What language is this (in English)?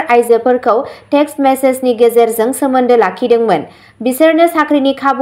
Bodo